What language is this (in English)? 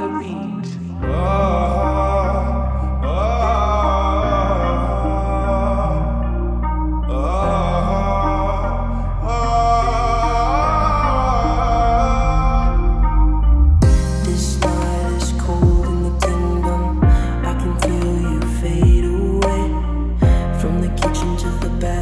English